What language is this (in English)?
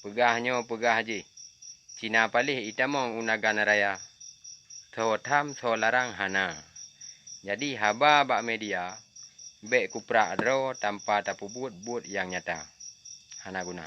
Achinese